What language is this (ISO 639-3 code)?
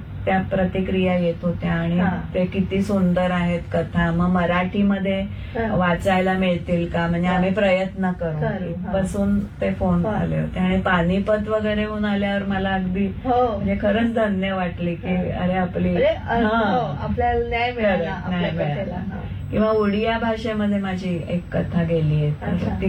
mar